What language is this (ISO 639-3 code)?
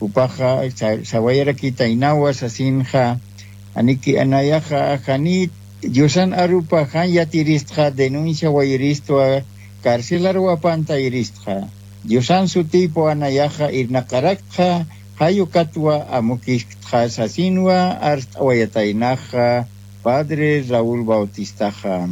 aym